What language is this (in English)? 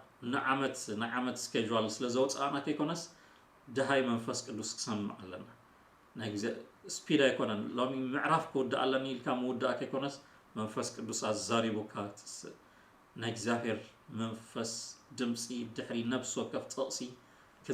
Tigrinya